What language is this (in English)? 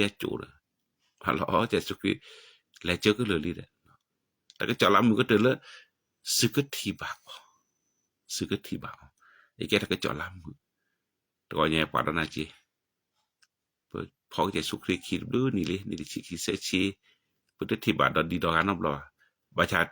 S'gaw Karen